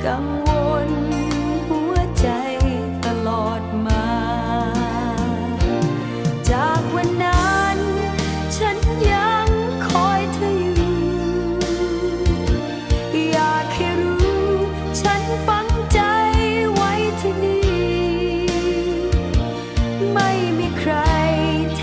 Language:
Thai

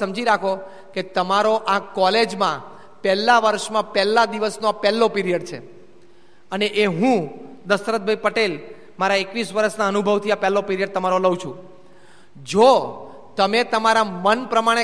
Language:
Gujarati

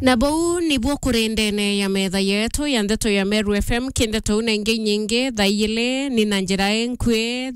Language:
Meru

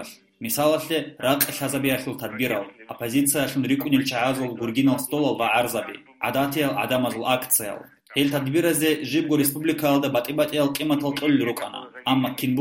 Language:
Avaric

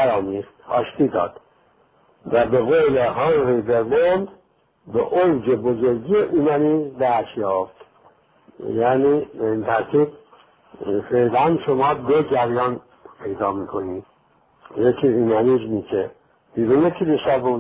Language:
Persian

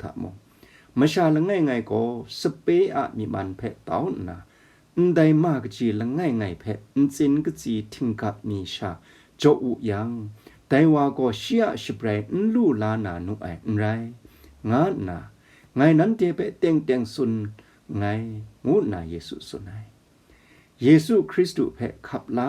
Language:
Kachin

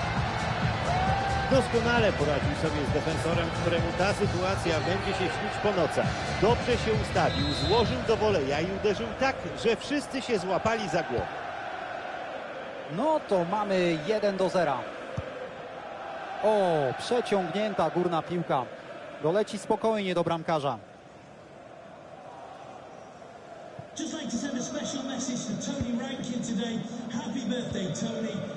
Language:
Polish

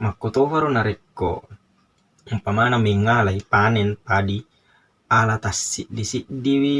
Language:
Buginese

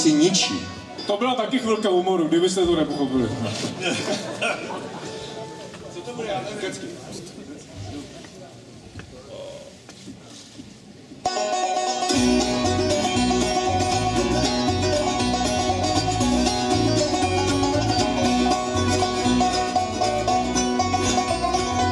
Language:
Czech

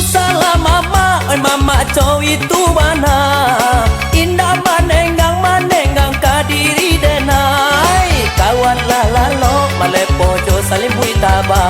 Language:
Minangkabau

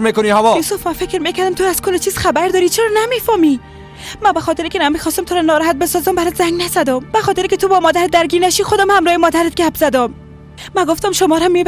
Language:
Persian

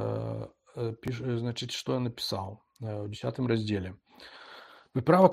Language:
Belarusian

